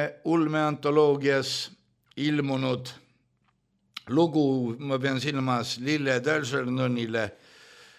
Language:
Estonian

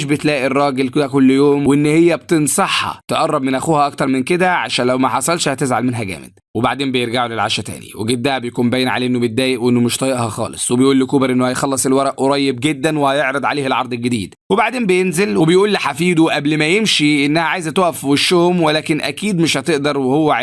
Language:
Egyptian Arabic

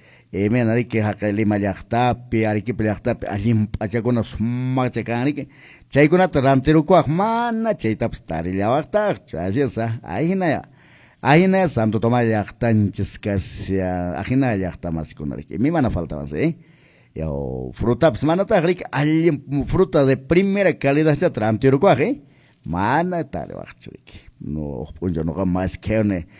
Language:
Quechua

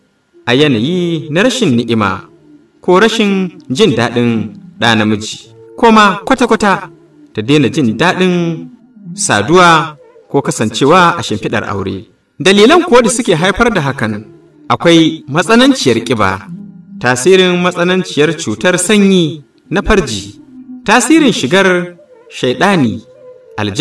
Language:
Hausa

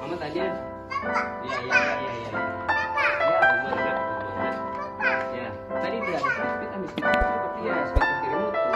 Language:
Ambonese Malay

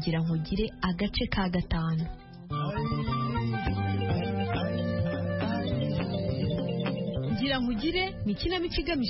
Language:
Kinyarwanda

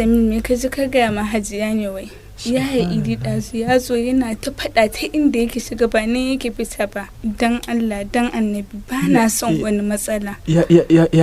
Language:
Hausa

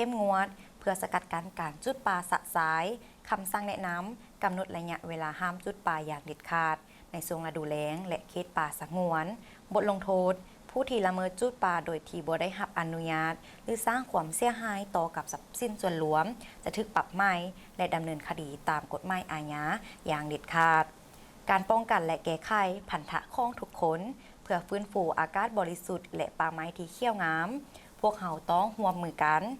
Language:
Lao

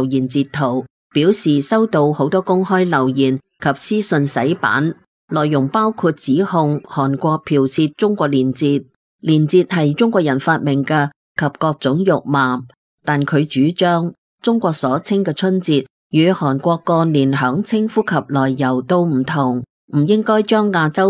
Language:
Cantonese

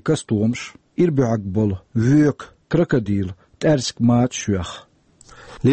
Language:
Chechen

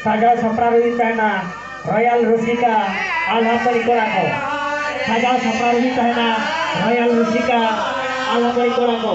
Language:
Santali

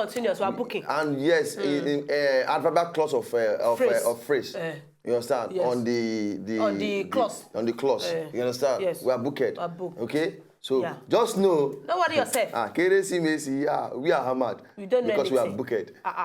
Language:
Nigerian Pidgin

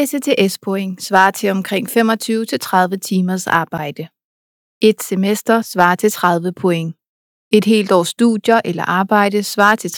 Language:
Danish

